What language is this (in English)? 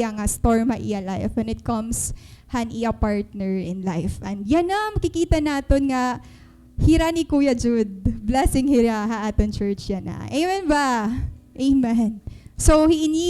Waray